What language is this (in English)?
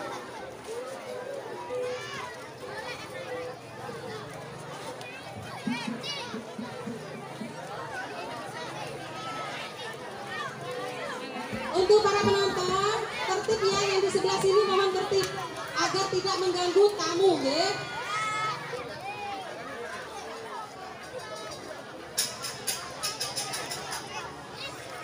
Indonesian